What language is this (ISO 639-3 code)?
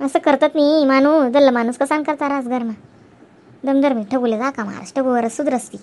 khn